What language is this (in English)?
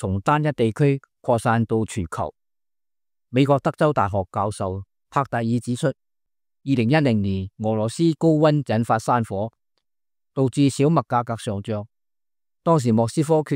Cantonese